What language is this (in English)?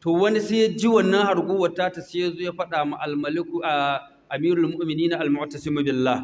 Hausa